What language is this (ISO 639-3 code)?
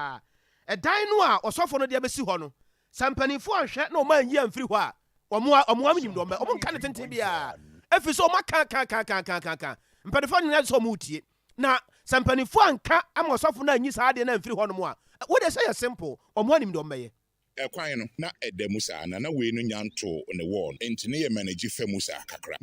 aka